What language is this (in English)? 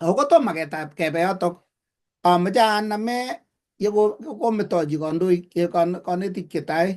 Kalenjin